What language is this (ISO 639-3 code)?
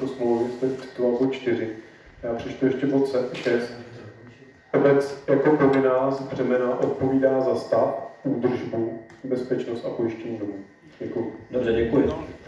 ces